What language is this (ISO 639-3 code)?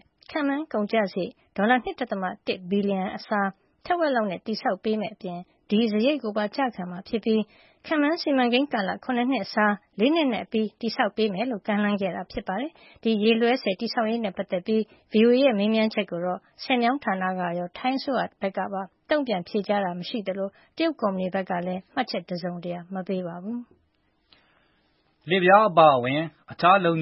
mya